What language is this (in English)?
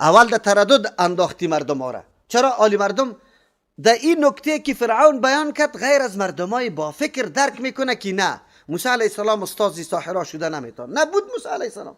Persian